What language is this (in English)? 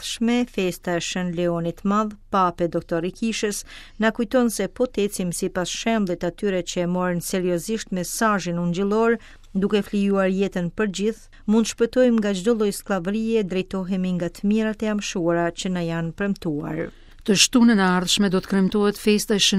Albanian